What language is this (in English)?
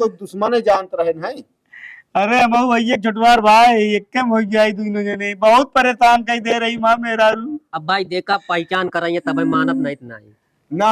Awadhi